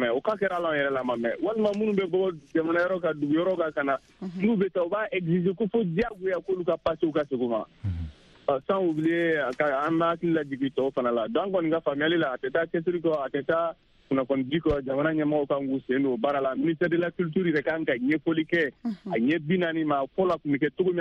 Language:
Bambara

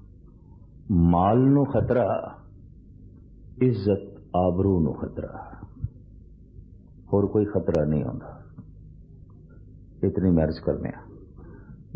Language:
Punjabi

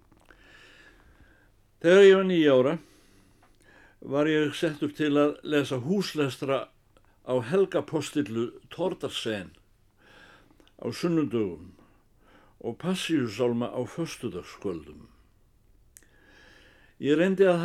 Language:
Icelandic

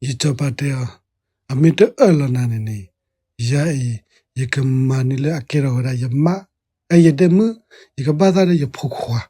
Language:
S'gaw Karen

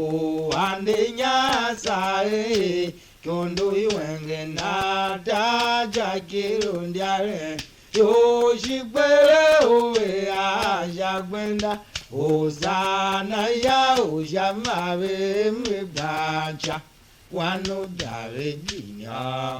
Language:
Tiv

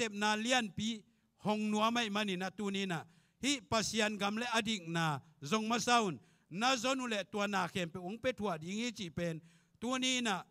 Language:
Tedim Chin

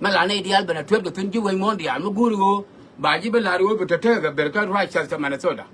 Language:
Nuer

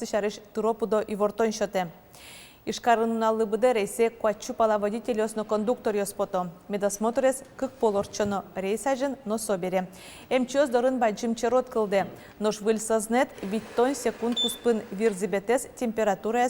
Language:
Udmurt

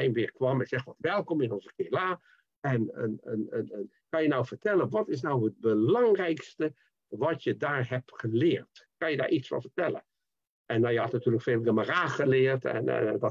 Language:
Dutch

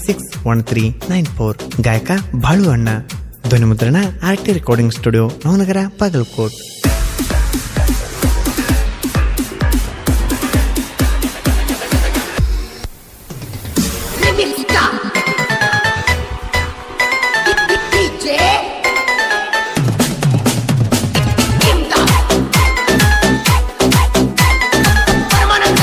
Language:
Kannada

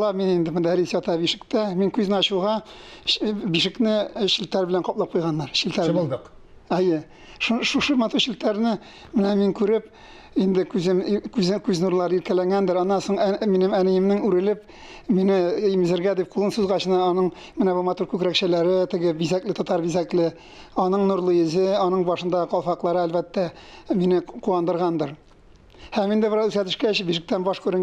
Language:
Tatar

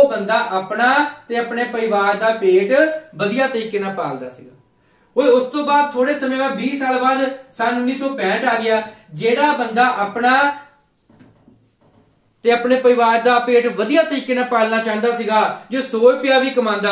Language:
Punjabi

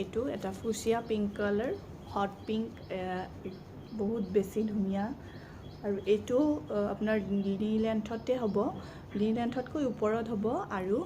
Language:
Assamese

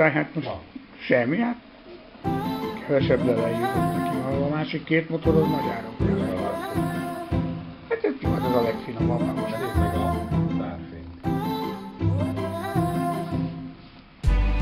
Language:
Hungarian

